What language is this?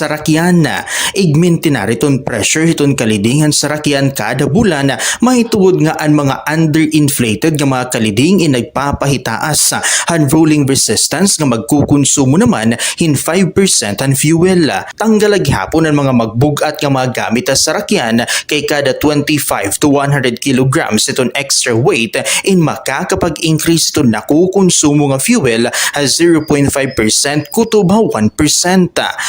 Waray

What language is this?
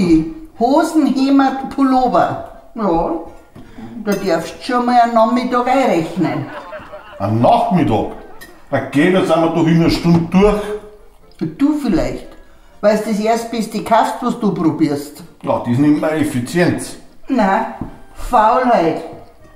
Bavarian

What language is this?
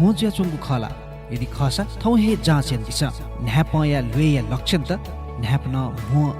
Newari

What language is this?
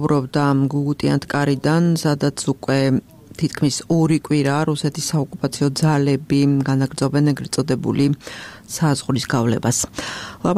Georgian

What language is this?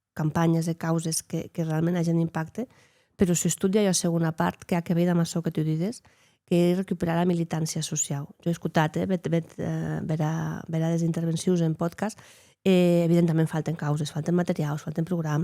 Occitan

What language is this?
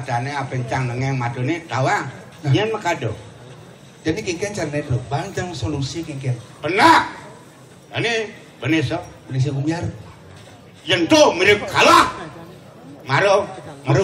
Balinese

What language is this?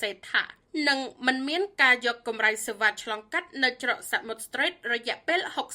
Khmer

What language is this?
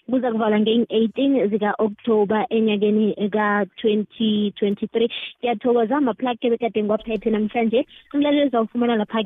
South Ndebele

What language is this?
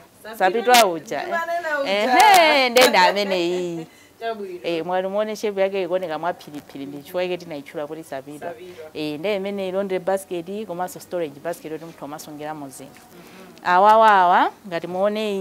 Nyanja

